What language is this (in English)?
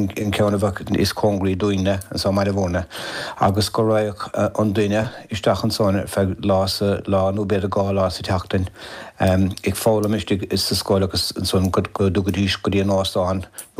Irish